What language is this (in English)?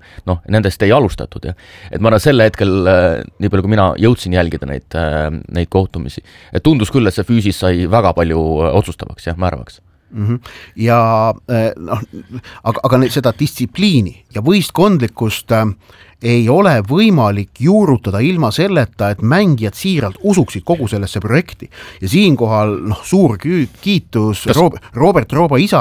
Estonian